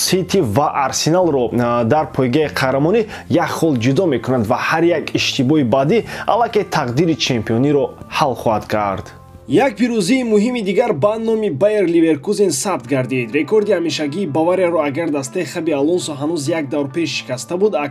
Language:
Tajik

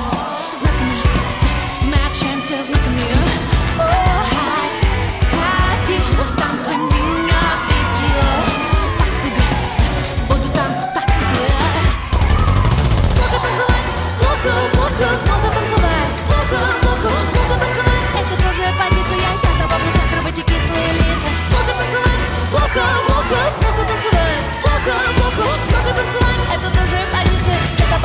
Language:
Russian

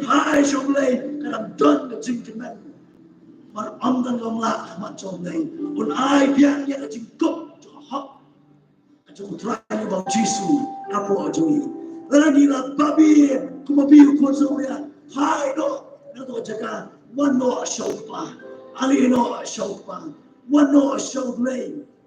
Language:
Khasi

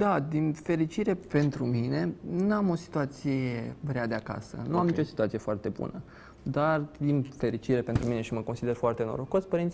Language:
Romanian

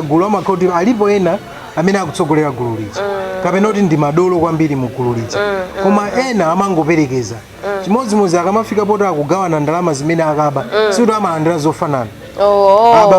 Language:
Nyanja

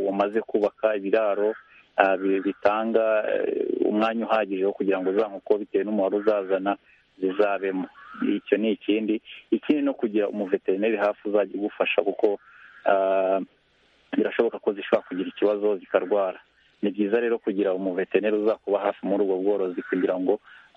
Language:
Kinyarwanda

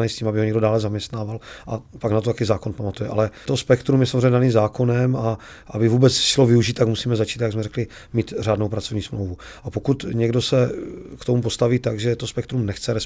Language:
Czech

